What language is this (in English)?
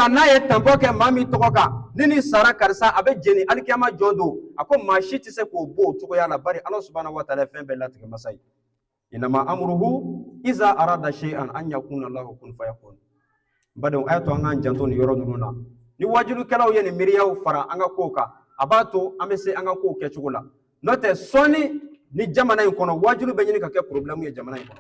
Bambara